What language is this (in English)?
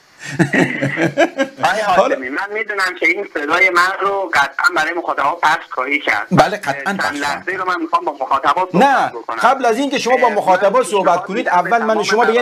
Persian